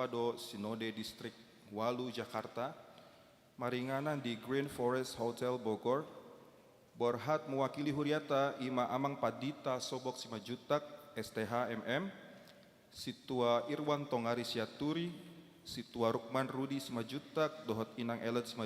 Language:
Batak Toba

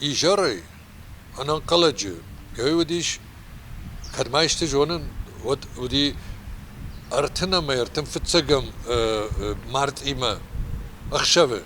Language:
Ossetic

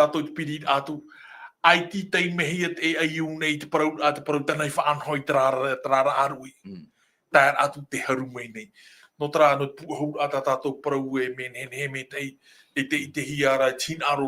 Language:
Tahitian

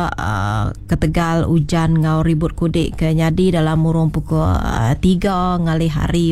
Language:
Iban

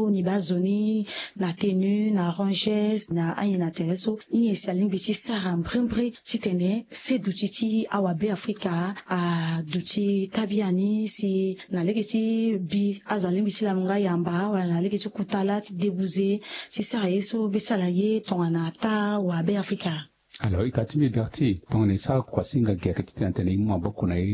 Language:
Sango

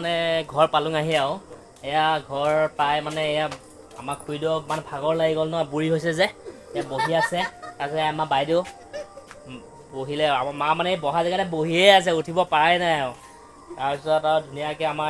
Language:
Assamese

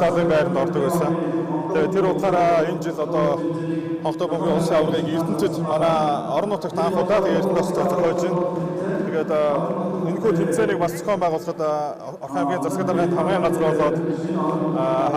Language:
Mongolian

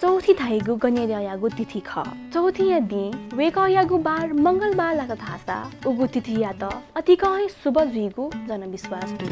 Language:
Newari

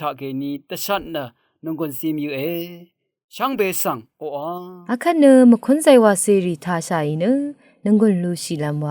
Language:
Rawang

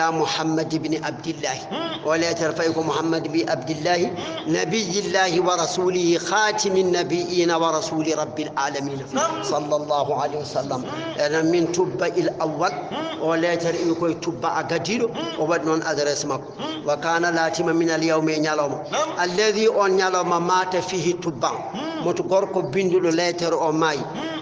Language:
Fula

